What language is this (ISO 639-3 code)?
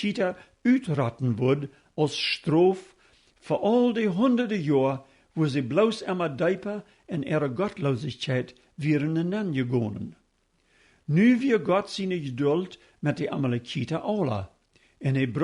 pdt